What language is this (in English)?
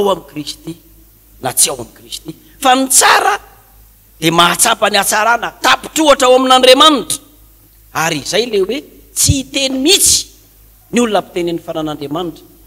Malagasy